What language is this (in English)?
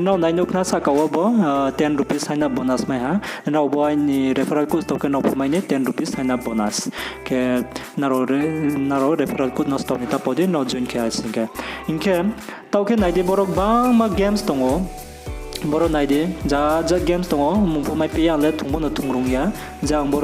Riang (India)